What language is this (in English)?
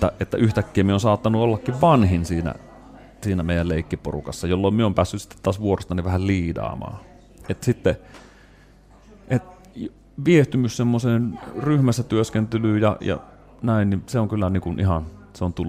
Finnish